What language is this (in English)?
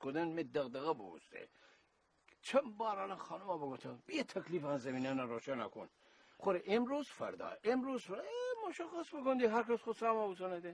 Gilaki